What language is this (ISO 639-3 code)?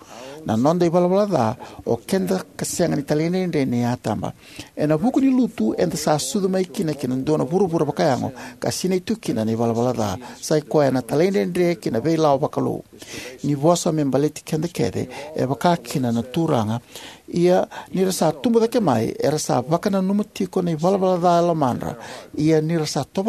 fij